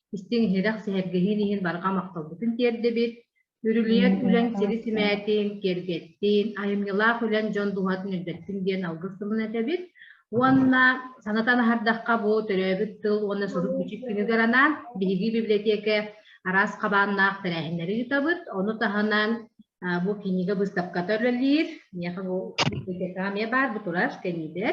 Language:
Yakut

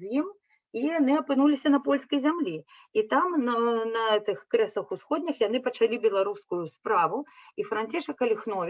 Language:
Belarusian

